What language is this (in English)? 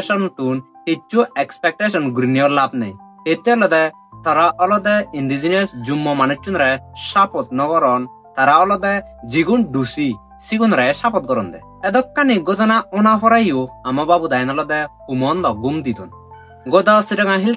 Chakma